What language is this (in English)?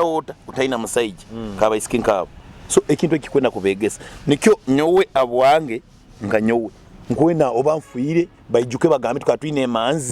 Nyoro